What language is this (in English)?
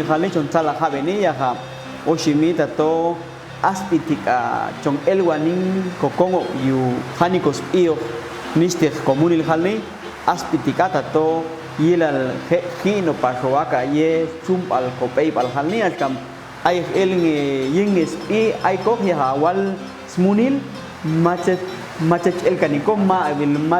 Popti'